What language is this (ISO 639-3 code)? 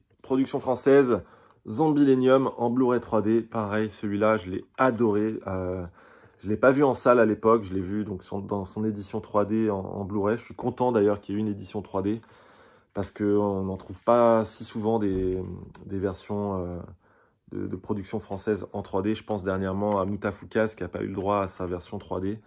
fra